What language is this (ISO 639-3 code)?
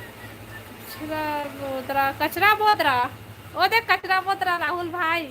hne